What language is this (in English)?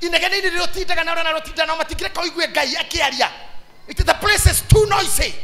Kikuyu